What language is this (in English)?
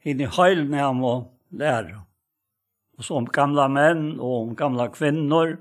Faroese